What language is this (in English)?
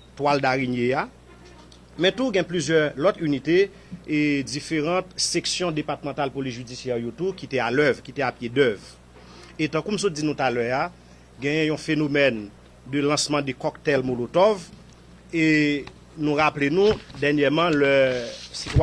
Haitian Creole